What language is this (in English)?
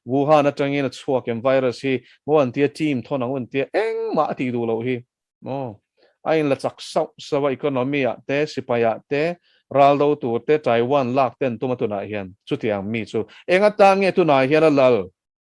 Mizo